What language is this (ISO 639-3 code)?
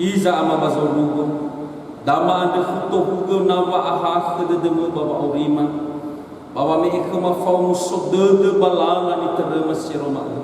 nia